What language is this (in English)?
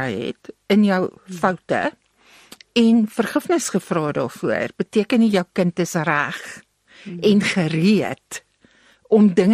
Afrikaans